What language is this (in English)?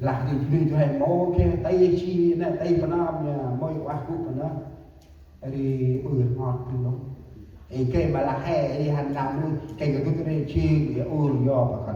Central Mnong